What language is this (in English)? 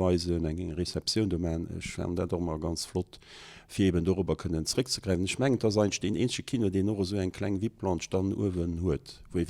Luxembourgish